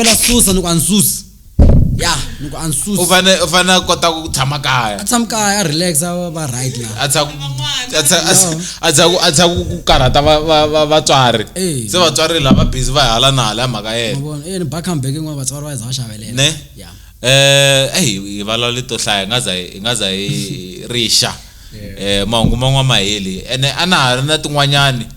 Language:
Tsonga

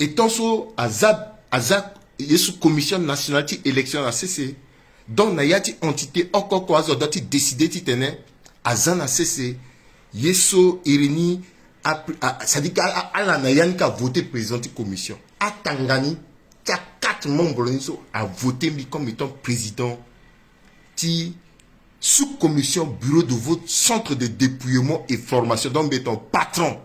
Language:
Sango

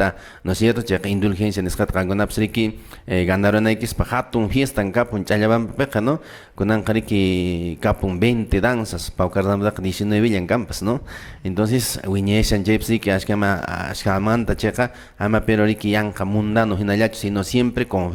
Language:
Quechua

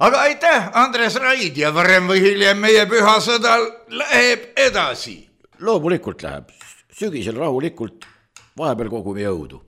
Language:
Estonian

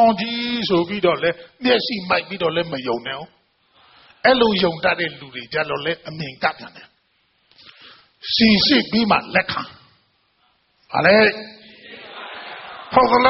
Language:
Burmese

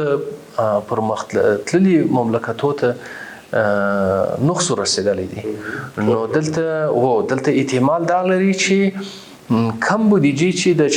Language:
Pashto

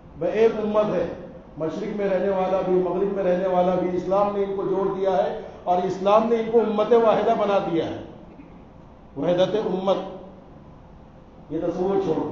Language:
Urdu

